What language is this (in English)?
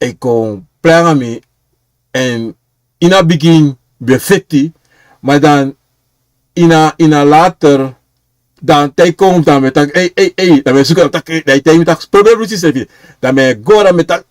Sranan Tongo